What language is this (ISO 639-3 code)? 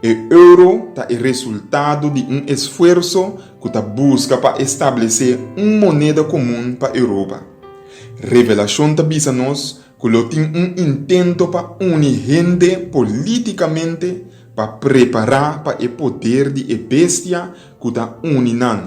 pap